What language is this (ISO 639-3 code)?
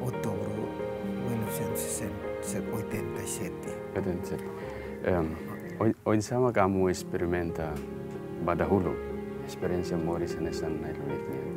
tet